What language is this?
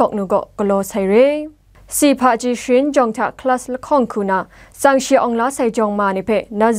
Kachin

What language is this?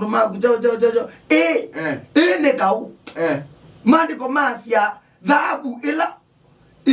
Kamba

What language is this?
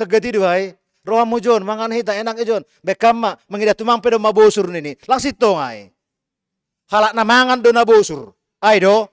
Batak Simalungun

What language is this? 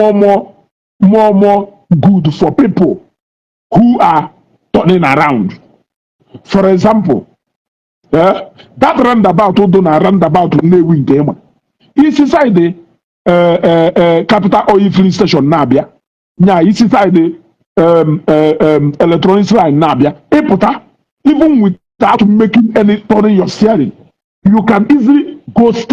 Igbo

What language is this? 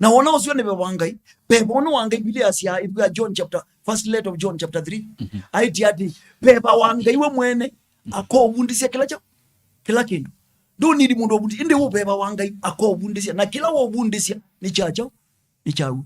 Kamba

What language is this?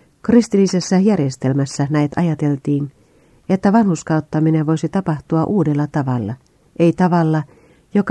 Finnish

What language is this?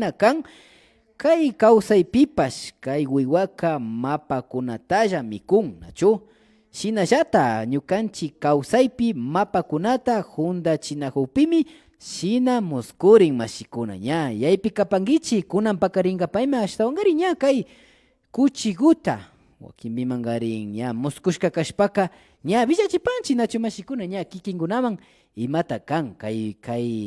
Imbabura Highland Quichua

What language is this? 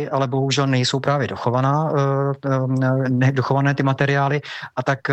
Czech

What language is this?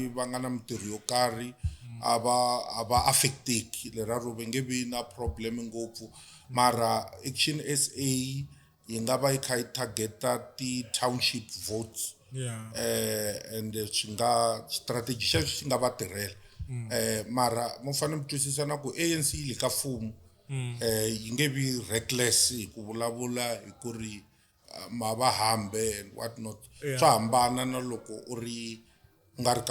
Tsonga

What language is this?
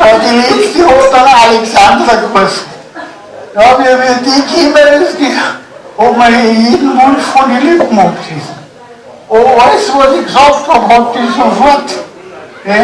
Bavarian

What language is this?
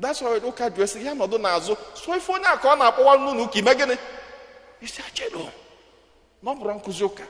Igbo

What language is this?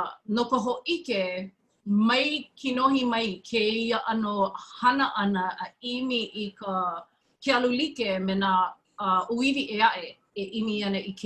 Hawaiian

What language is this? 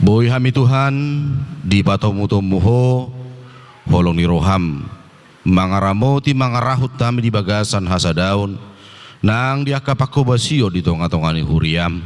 Batak Toba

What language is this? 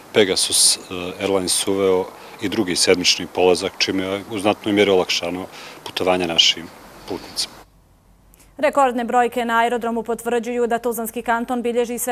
Bosnian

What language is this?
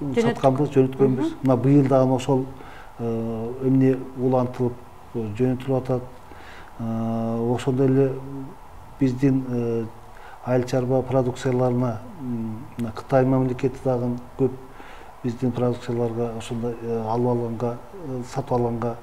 Kyrgyz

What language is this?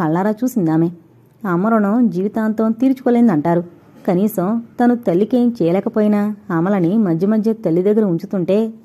Telugu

